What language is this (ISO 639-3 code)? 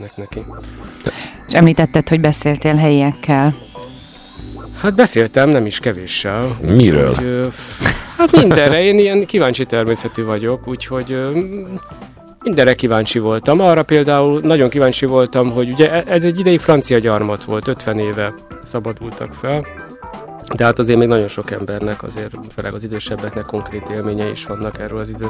hun